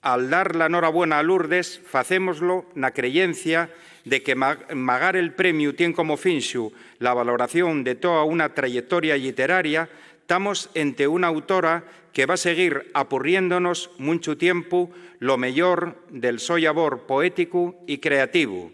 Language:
Asturian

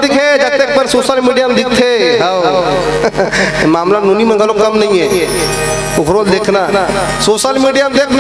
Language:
Chhattisgarhi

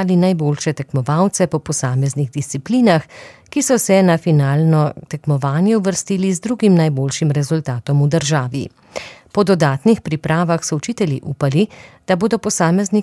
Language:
Slovenian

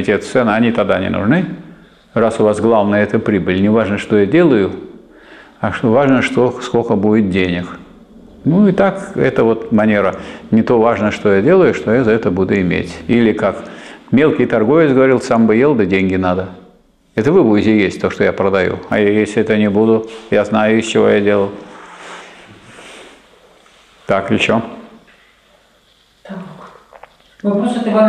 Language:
Russian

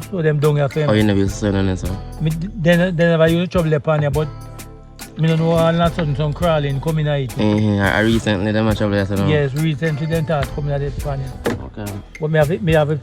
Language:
Jamaican Creole English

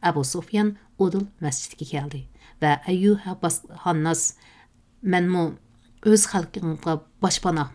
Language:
Uyghur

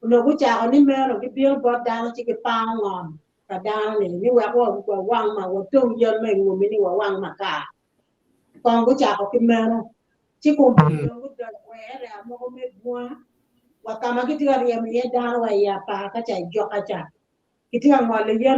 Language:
Acoli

